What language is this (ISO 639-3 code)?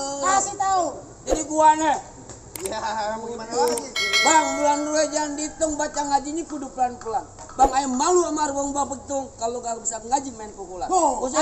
bew